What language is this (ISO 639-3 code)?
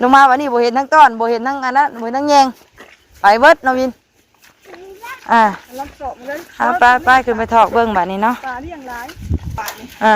lao